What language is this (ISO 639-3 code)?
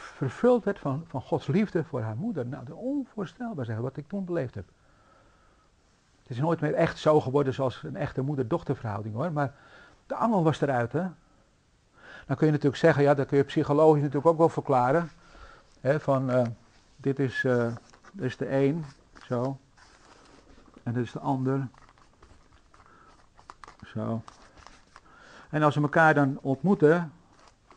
nld